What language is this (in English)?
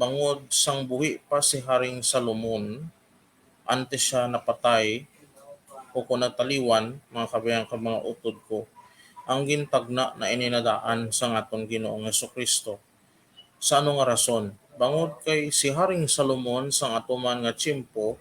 Hiligaynon